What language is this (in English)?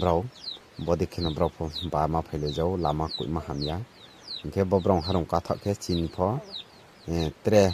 Riang (India)